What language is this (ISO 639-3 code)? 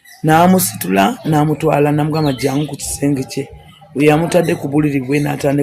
lug